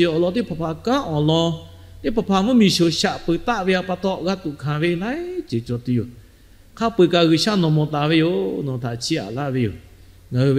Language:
Lahu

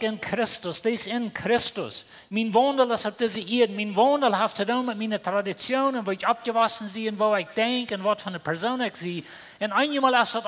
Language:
Plautdietsch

